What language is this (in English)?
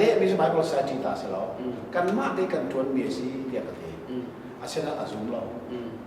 Hakha Chin